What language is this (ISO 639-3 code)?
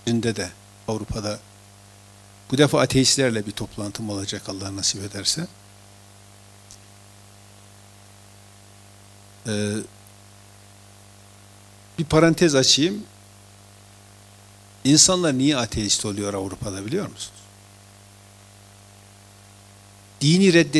tur